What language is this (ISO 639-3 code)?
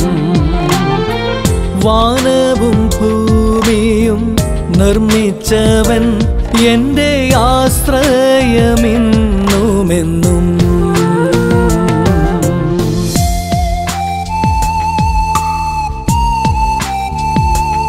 mal